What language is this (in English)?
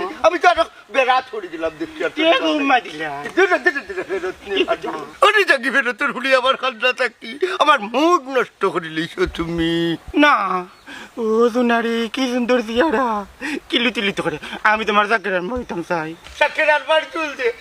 Sylheti